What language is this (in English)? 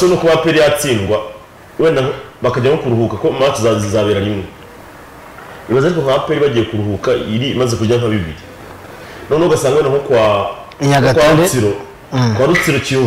Kinyarwanda